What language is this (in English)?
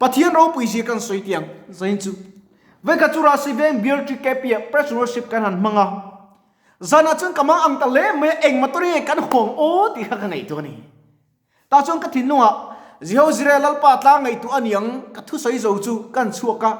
Mizo